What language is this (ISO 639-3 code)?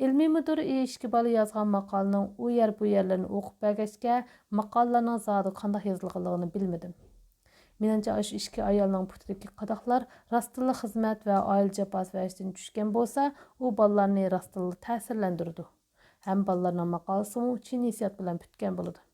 uig